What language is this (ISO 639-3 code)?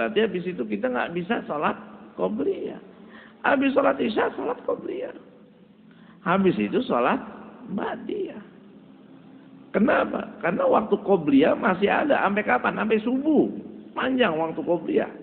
ind